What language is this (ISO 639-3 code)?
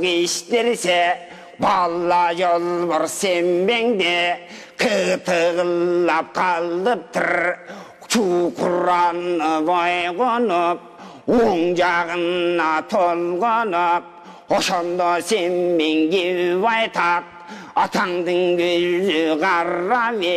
kir